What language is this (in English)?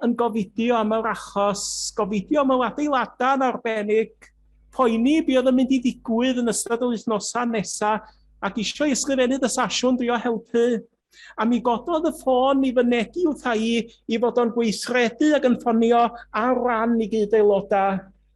Welsh